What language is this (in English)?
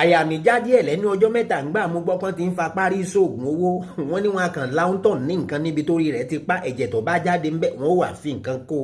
Yoruba